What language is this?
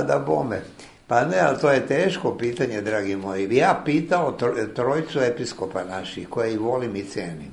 Serbian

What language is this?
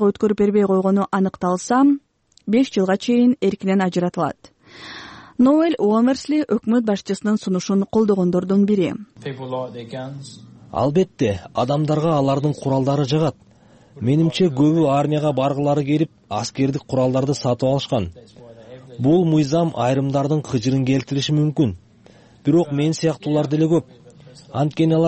Kyrgyz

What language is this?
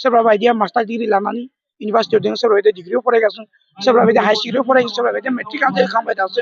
Bodo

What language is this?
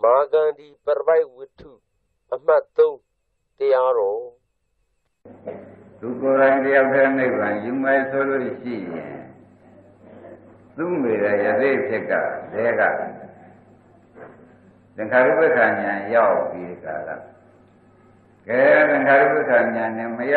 Burmese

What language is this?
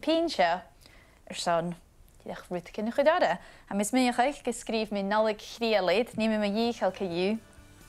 Scottish Gaelic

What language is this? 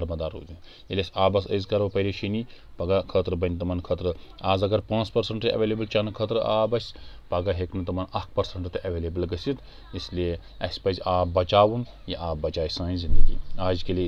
Kashmiri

